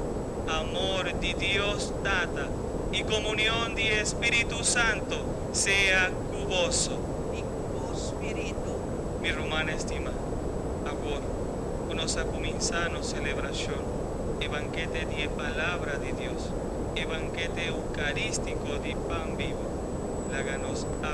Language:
Papiamento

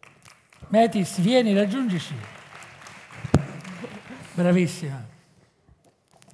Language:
Italian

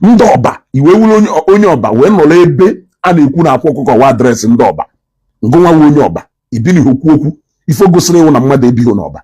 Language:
Igbo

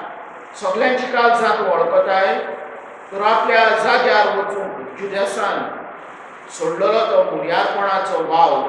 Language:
Konkani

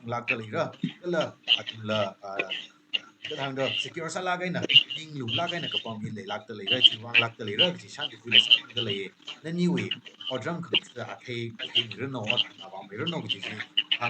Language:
Tangkhul Naga (India)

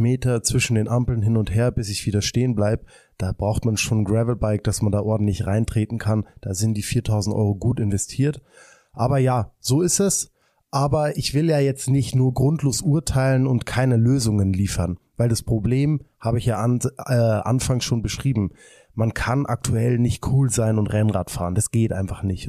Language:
German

